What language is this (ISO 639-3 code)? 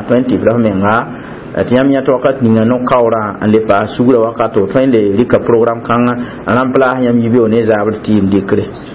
mos